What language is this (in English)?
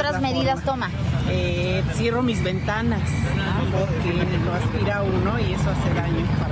Spanish